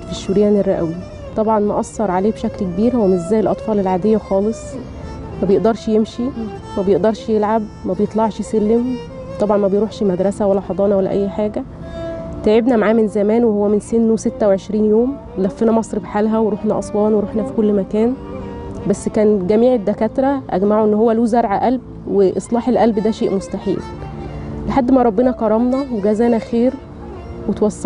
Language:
Egyptian Arabic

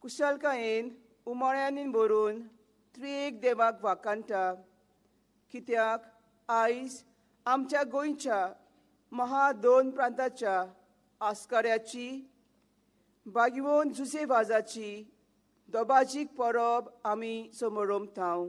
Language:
Konkani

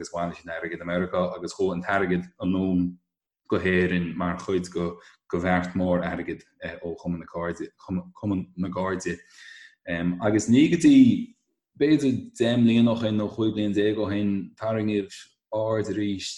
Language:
Irish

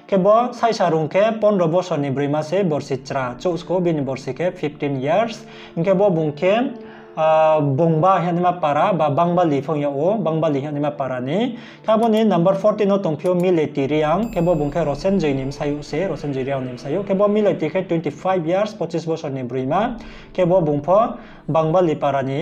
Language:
Riang (India)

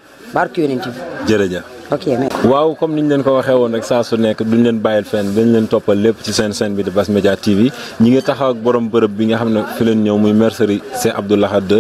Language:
Wolof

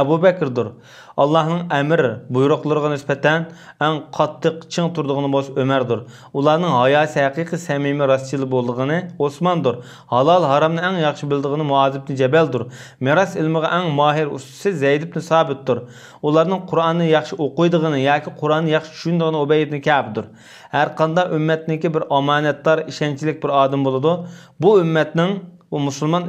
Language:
Uyghur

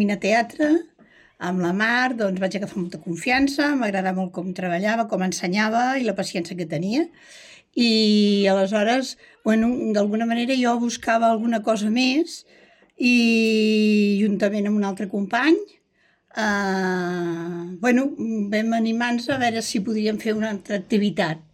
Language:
Catalan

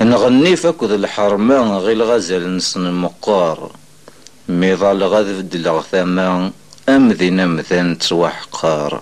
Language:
Kabyle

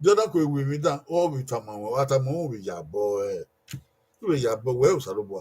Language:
Bini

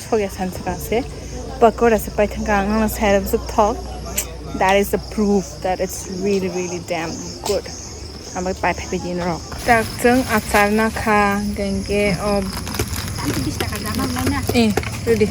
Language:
Kok Borok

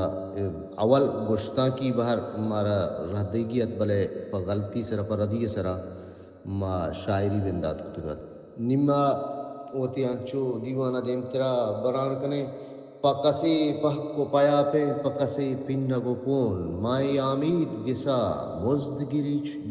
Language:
Baluchi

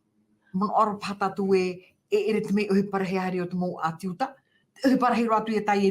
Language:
Tahitian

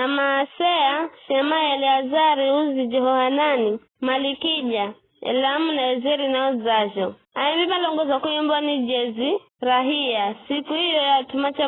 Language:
Giryama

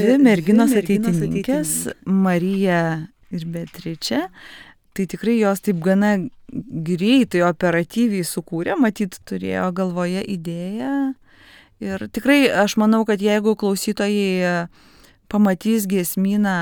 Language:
Lithuanian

